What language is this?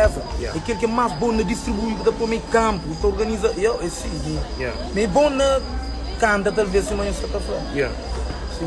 Kabuverdianu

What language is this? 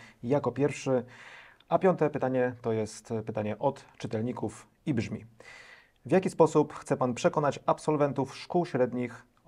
Polish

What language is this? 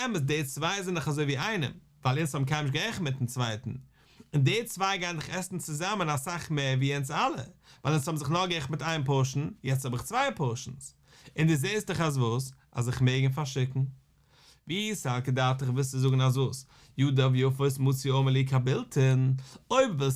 Yiddish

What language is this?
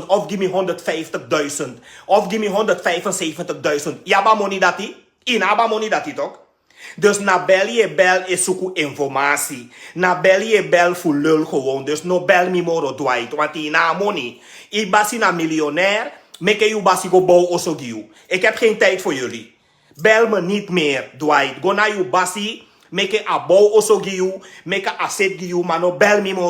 Sranan Tongo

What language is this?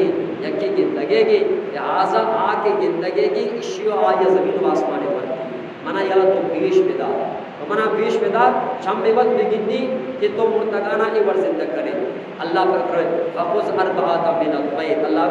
Eastern Balochi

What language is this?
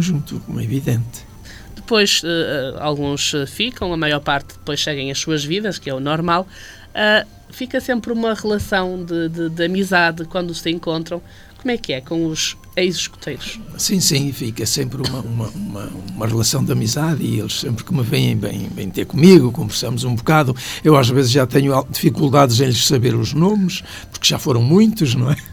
Portuguese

